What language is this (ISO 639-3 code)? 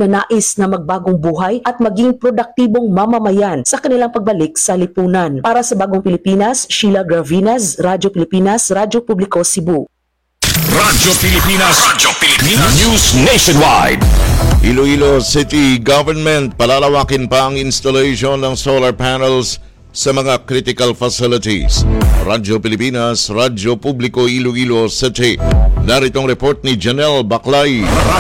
fil